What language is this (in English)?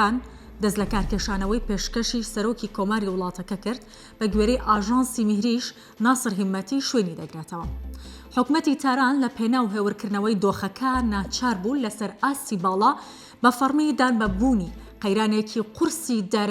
Central Kurdish